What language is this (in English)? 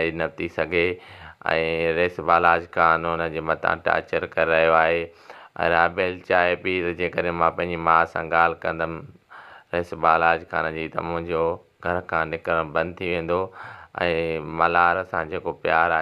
Sindhi